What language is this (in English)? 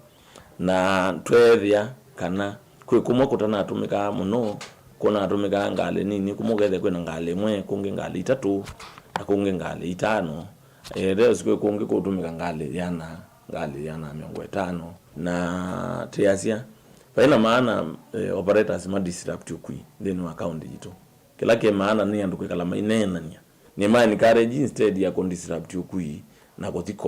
Kamba